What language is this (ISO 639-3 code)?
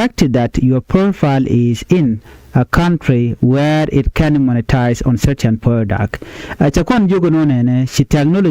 nus